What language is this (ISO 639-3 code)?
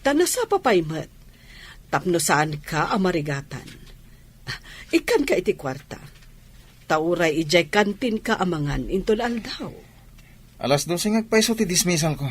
ilo